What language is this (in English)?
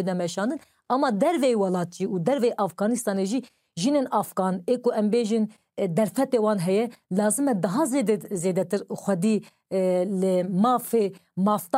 Kurdish